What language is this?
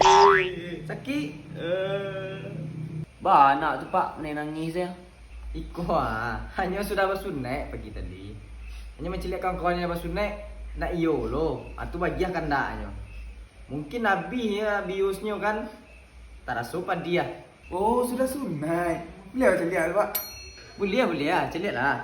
Minangkabau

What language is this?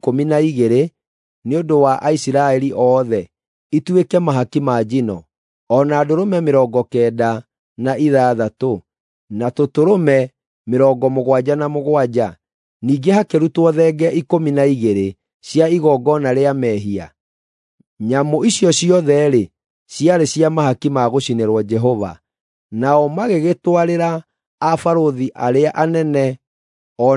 Kikuyu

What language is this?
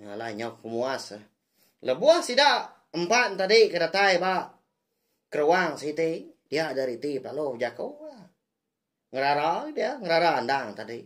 Iban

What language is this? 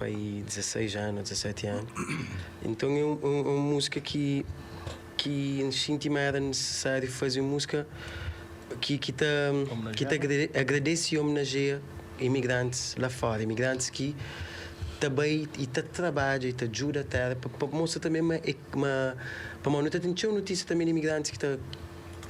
Kabuverdianu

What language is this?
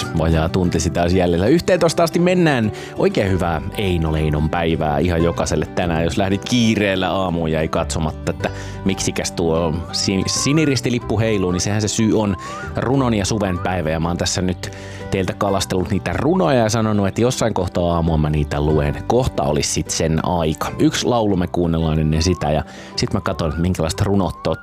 Finnish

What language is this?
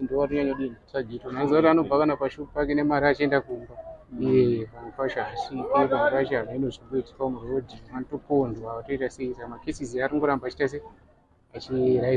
Shona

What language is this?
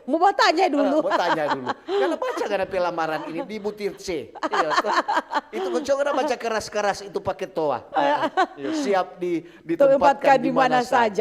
Manado Malay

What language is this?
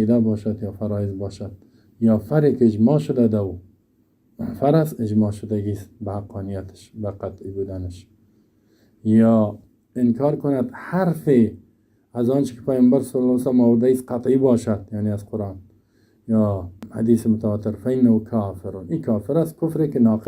Persian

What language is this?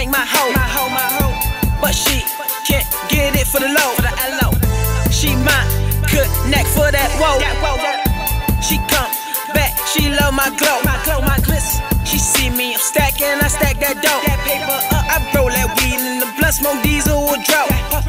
English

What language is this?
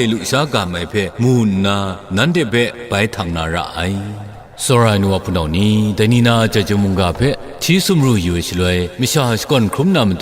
Kachin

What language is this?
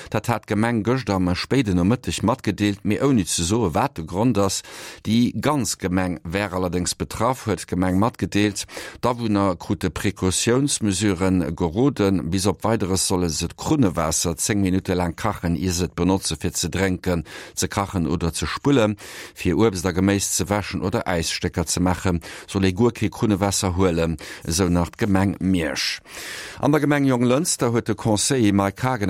Luxembourgish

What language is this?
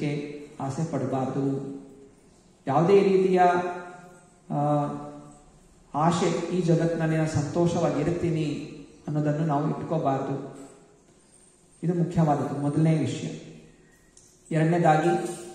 Kannada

